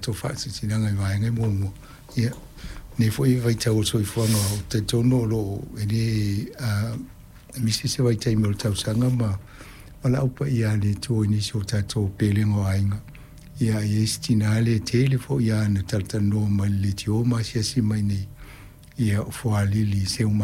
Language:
Samoan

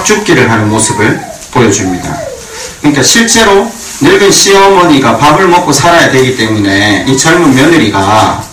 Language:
Korean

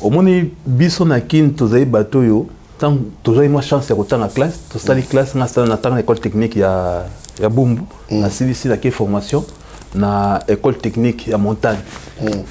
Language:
Lingala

